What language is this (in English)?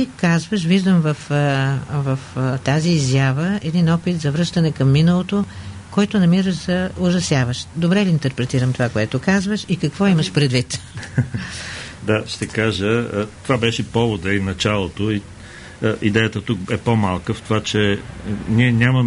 Bulgarian